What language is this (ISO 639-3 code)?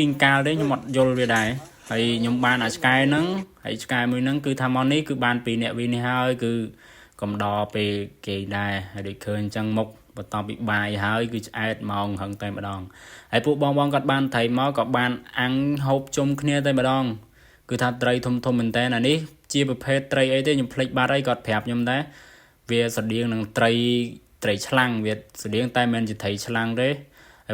khm